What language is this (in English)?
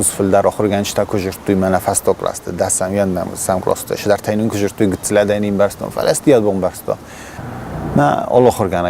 Ossetic